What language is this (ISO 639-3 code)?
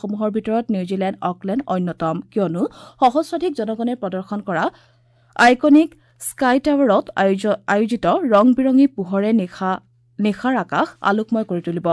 asm